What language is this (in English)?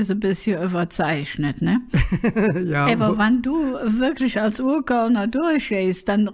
Colognian